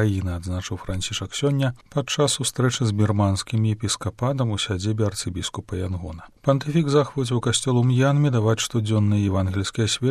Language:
Belarusian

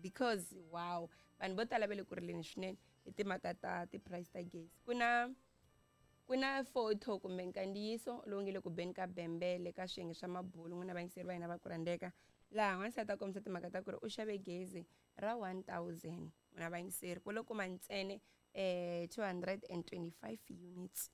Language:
Tsonga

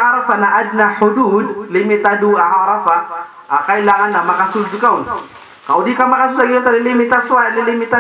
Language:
Maranao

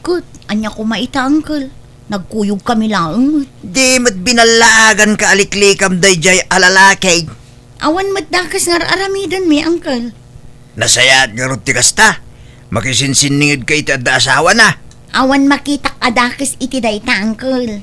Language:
Iloko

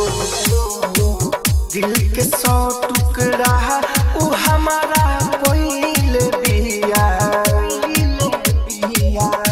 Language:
Bhojpuri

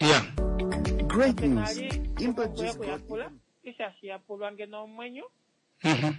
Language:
Kuanyama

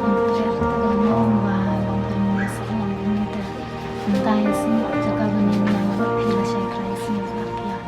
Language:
Khasi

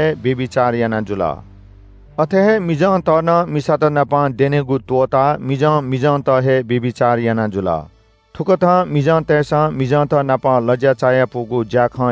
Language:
Newari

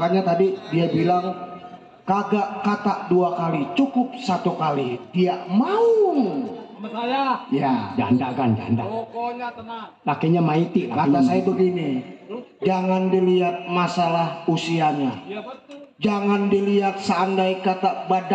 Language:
Betawi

